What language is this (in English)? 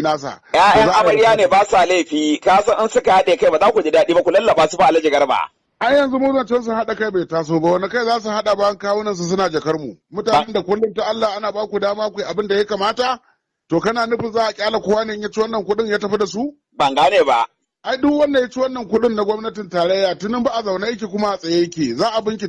Hausa